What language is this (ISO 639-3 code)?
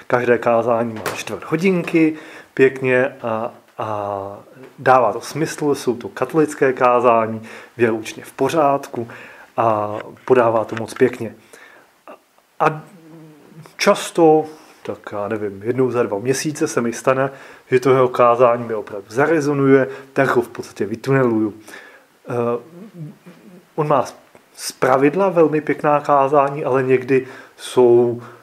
ces